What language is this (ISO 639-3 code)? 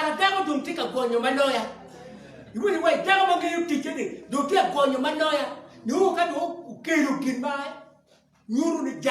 ach